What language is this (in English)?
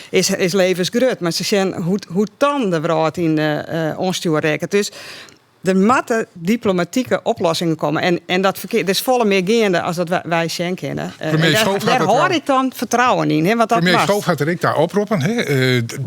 Western Frisian